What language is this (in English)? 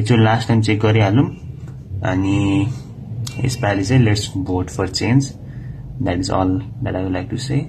Nepali